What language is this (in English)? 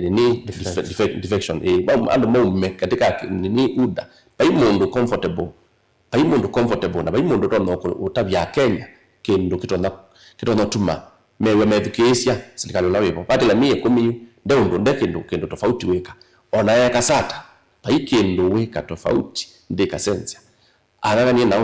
Kamba